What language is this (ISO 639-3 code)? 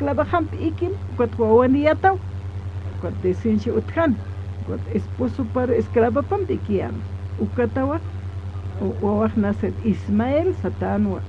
aym